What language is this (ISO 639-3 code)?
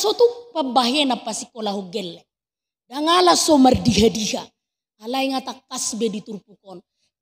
bbc